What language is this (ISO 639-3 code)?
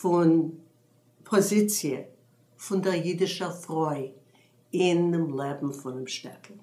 yid